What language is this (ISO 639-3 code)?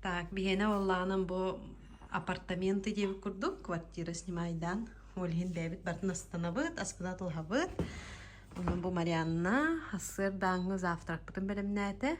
sah